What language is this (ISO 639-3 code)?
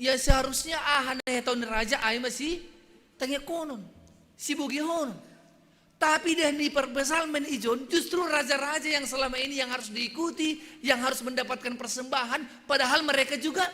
bts